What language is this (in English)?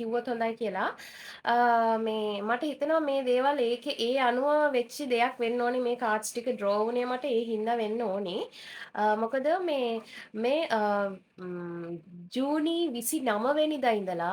Sinhala